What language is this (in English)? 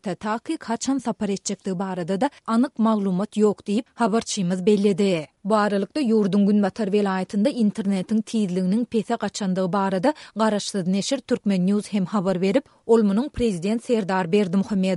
Turkmen